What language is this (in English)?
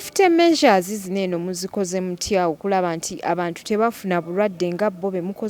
Ganda